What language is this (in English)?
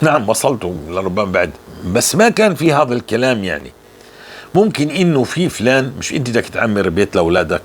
North Levantine Arabic